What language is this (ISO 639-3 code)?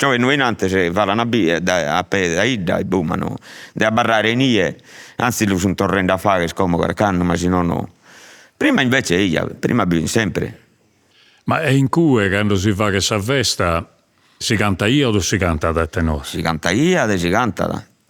srd